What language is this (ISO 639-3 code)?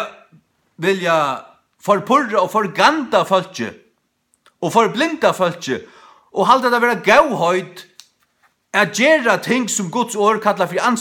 fao